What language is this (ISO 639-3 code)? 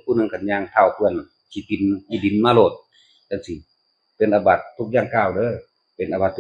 tts